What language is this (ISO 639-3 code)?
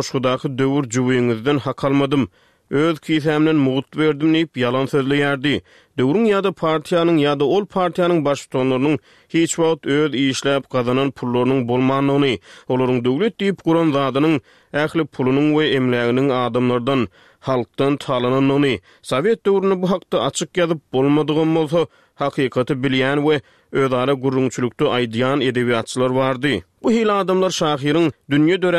tuk